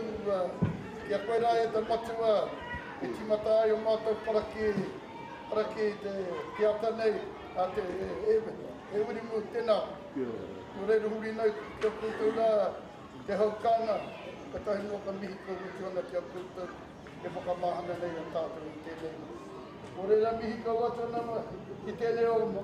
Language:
Māori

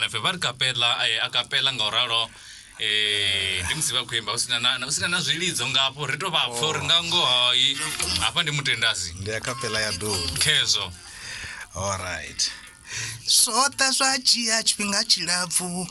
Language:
Venda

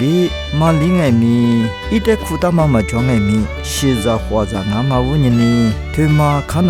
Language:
Lisu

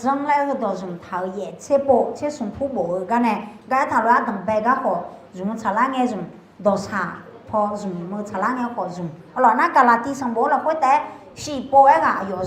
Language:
Akha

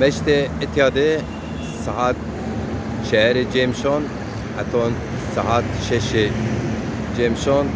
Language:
Zaza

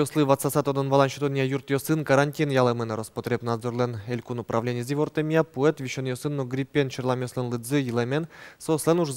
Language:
Udmurt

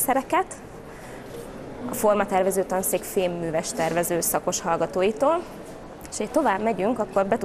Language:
Hungarian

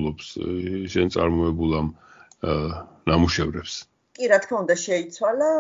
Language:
Georgian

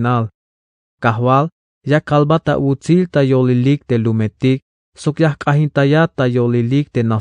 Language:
Tzeltal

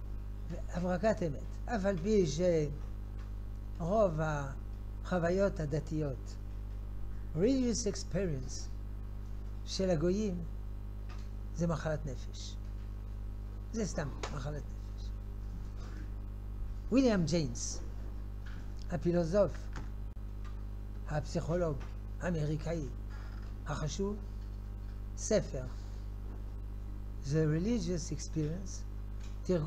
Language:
Hebrew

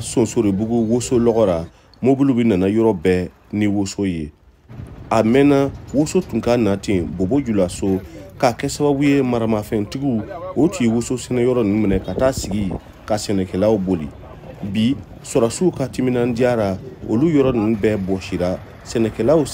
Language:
Bambara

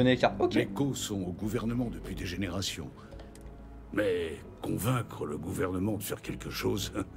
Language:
French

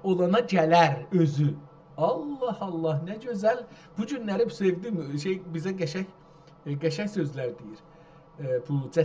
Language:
South Azerbaijani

